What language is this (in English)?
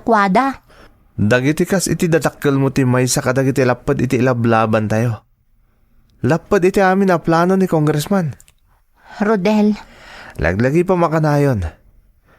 Iloko